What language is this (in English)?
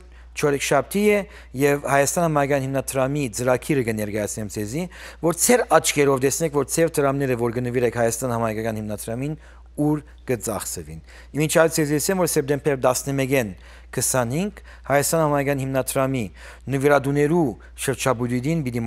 Western Armenian